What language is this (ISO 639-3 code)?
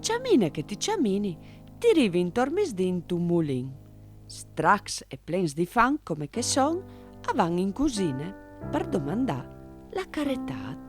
fur